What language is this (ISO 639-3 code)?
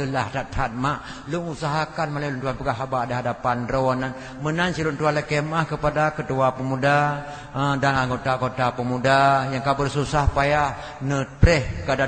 ace